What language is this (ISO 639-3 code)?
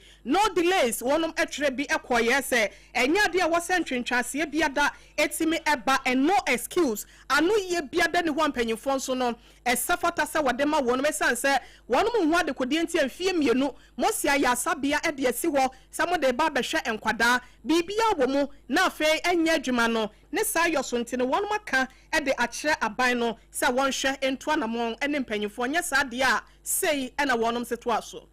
aka